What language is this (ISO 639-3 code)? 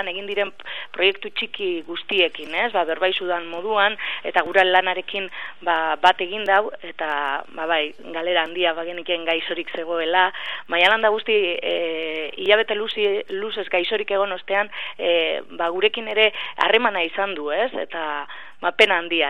eus